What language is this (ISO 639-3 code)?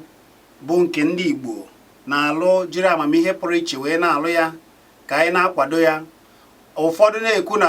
ibo